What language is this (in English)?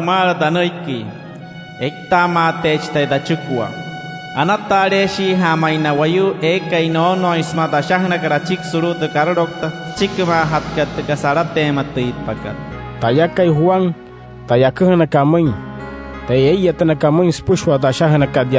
Wayuu